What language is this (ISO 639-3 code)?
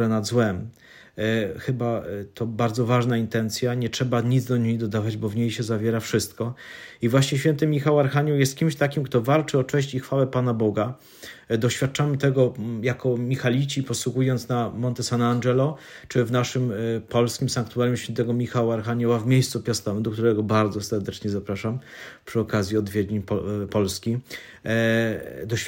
pol